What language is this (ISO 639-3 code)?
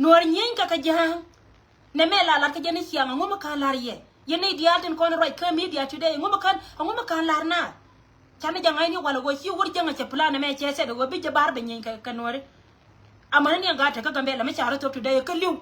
nus